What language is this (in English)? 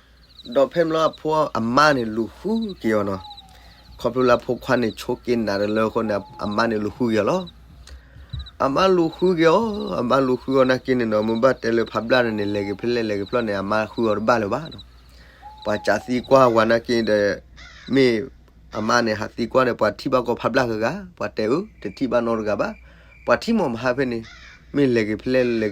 S'gaw Karen